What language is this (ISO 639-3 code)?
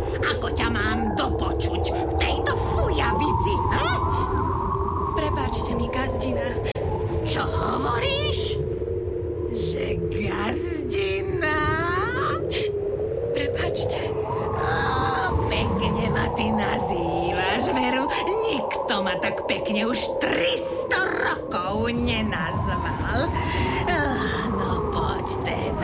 slk